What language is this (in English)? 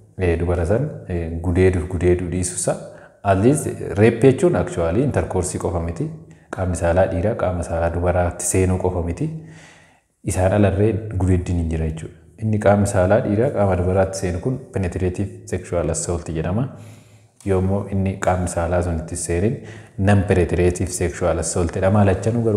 Oromo